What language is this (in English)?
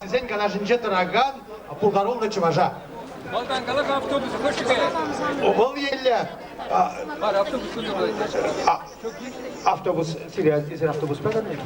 Chuvash